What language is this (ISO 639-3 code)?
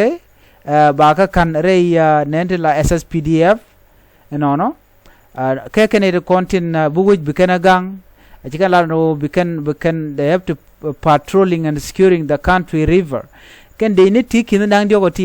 nus